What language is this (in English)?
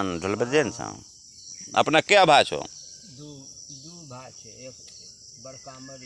Angika